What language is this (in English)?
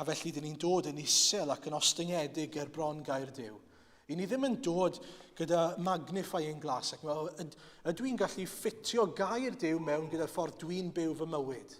Welsh